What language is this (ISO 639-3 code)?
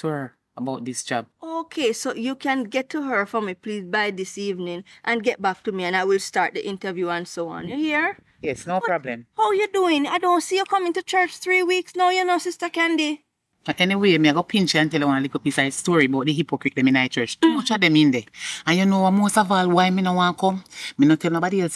jam